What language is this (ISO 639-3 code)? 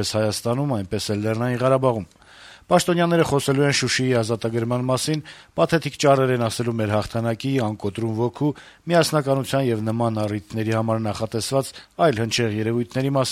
hye